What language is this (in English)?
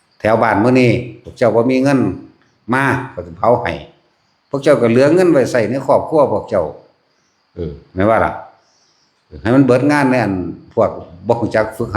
Lao